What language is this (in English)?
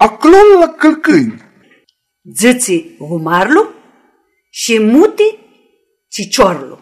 Aromanian